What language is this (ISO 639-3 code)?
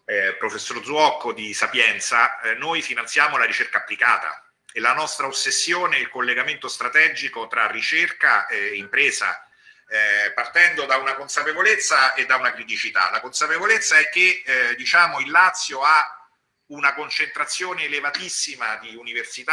ita